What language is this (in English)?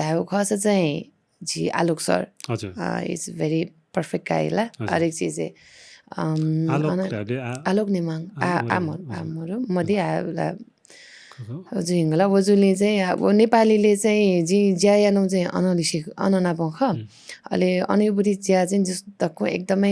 Newari